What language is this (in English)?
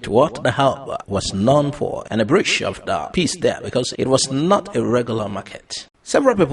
Igbo